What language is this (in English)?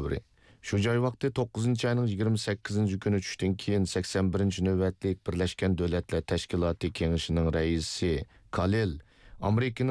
Uyghur